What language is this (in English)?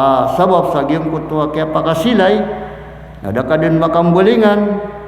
Maranao